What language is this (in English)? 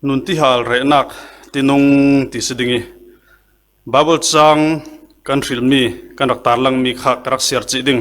Falam Chin